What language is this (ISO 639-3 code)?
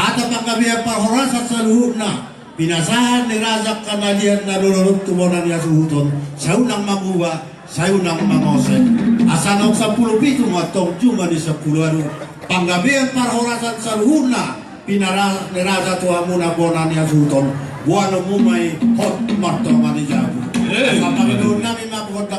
bbc